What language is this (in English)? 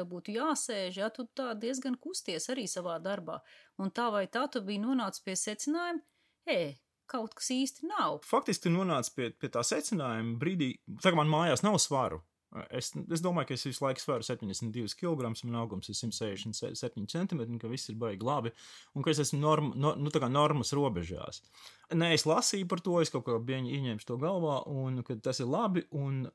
Latvian